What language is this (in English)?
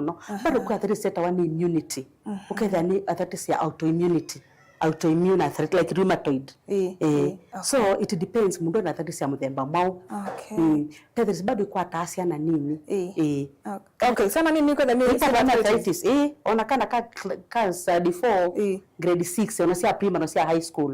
Kamba